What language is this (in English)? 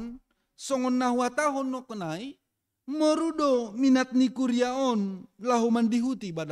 Batak Simalungun